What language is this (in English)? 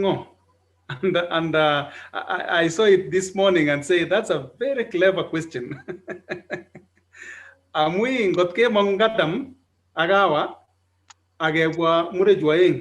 Kalenjin